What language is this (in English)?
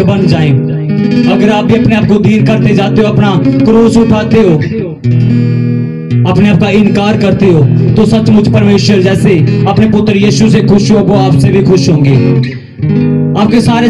Hindi